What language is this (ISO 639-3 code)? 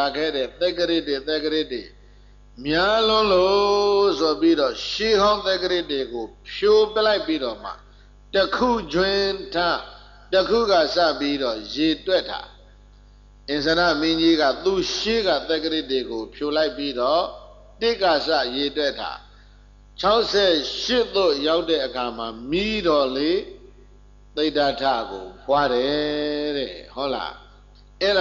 mya